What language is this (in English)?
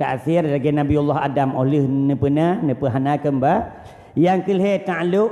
Achinese